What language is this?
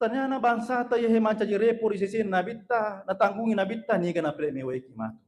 Buginese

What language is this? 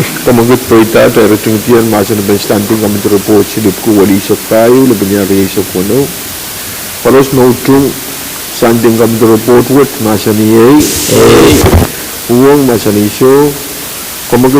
Pohnpeian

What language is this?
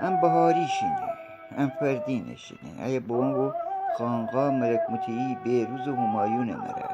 Gilaki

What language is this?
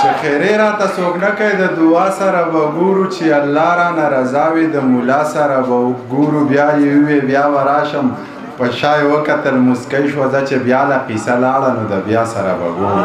Pashto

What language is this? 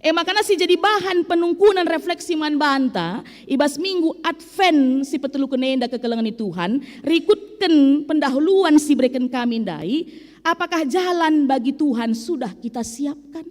Batak Karo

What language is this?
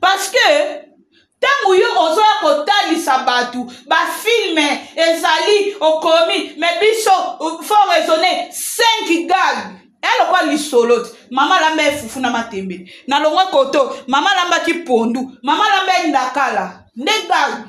Lingala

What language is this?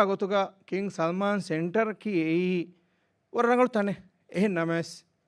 Divehi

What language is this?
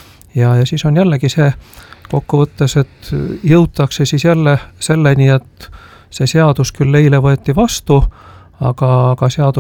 Estonian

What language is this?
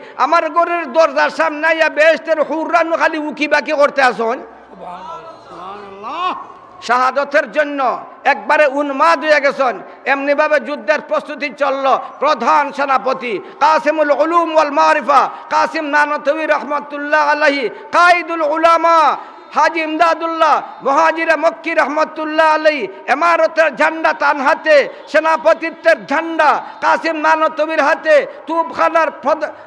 Sylheti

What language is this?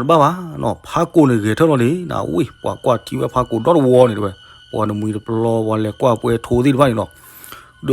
S'gaw Karen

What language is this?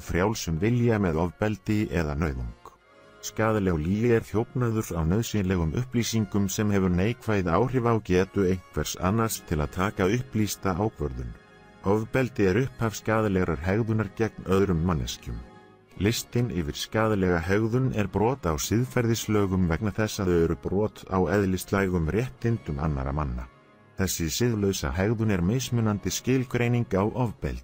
Icelandic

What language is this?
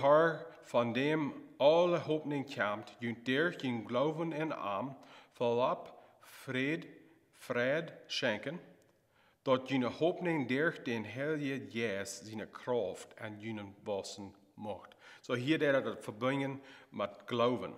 Plautdietsch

